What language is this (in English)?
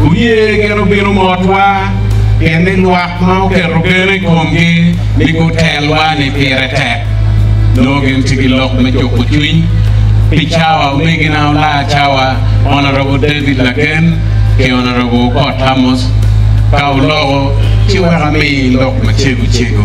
Acoli